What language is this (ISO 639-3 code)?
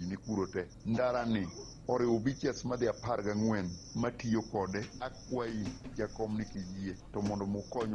luo